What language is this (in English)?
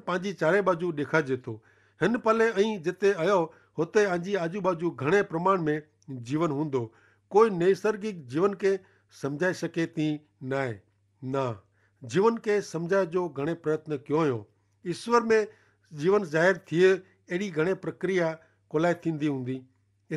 Kachhi